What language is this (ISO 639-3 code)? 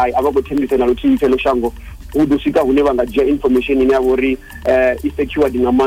ven